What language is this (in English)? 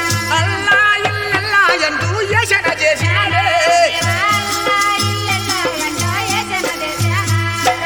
Telugu